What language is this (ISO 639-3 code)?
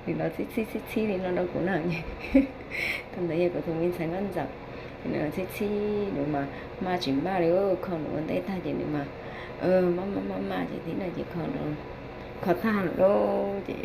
hmn